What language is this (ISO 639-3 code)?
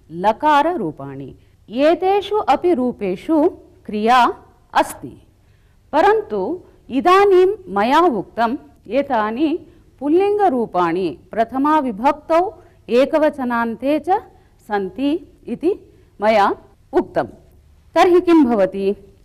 san